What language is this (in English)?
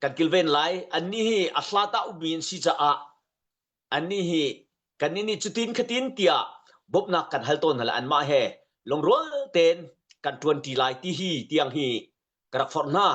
Hakha Chin